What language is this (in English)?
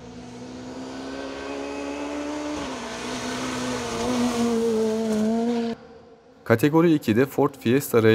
Turkish